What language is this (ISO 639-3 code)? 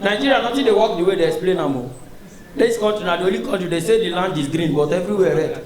pcm